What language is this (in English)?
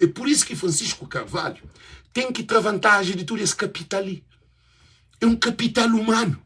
Kabuverdianu